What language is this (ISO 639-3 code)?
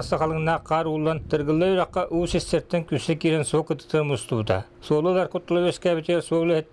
sah